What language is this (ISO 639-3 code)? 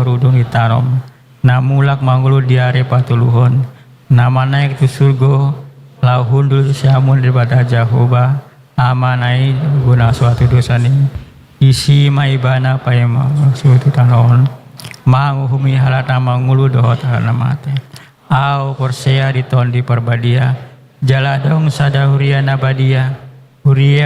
bbc